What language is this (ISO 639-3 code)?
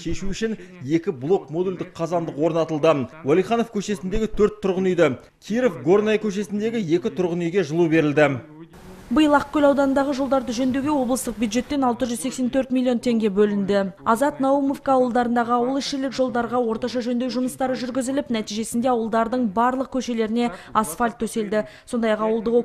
kaz